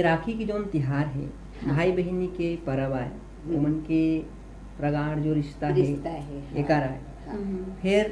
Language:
Chhattisgarhi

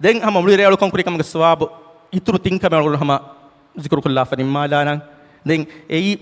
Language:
Divehi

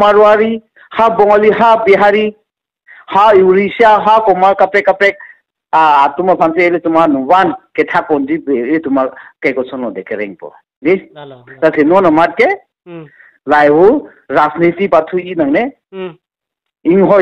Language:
Karbi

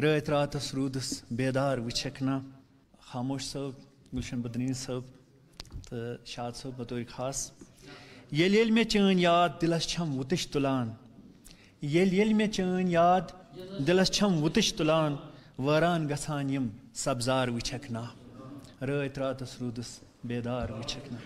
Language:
Kashmiri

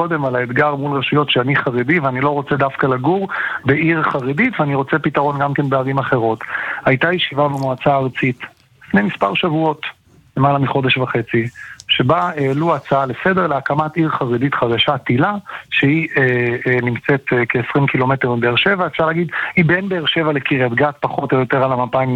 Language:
Hebrew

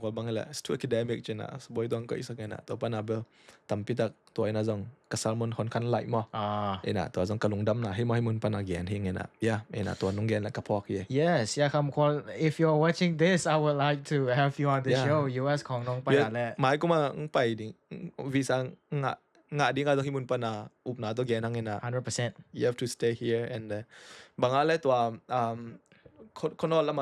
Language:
Tedim Chin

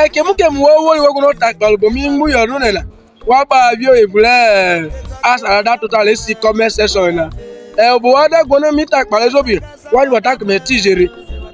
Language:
Urhobo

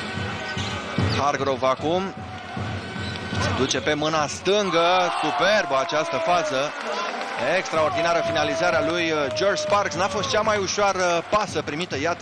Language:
Romanian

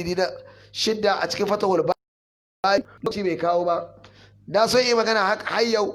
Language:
Hausa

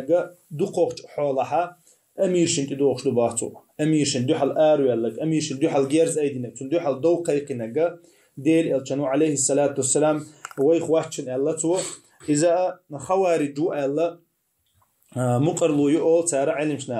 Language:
Chechen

